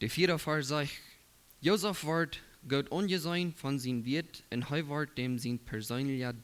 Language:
Plautdietsch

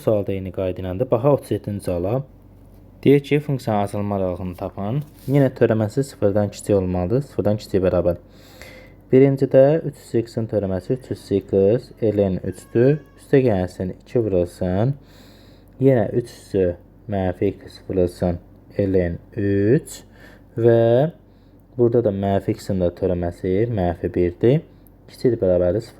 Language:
Azerbaijani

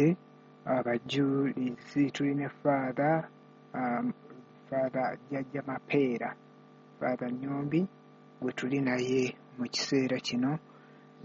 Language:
Ganda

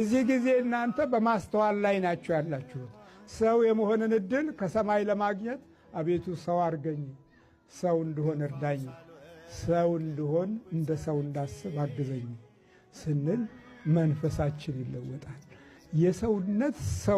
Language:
Amharic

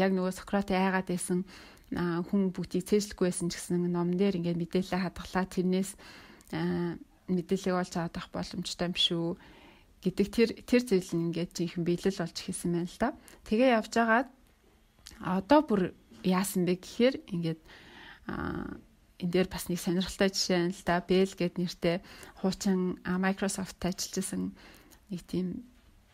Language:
Mongolian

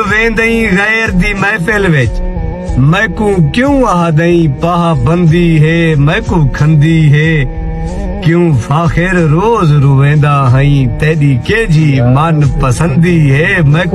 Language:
Saraiki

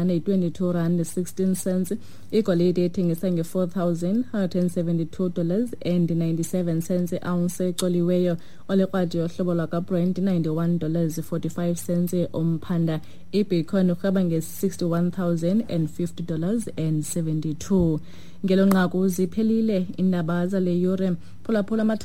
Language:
Xhosa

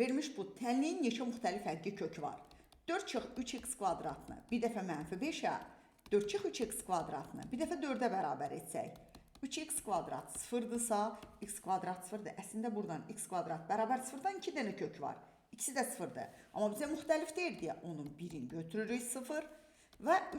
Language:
Azerbaijani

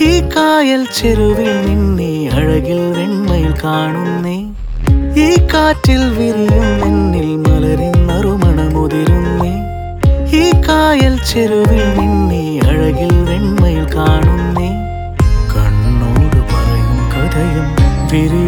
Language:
Malayalam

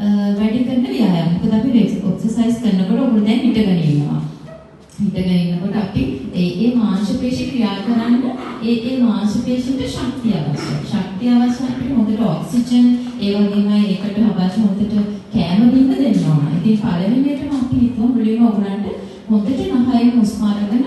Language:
Sinhala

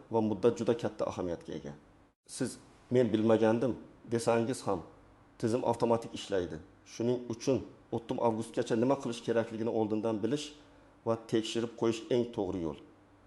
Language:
Uzbek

